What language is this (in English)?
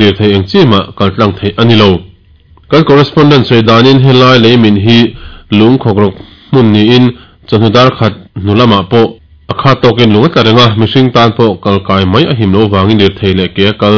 Mizo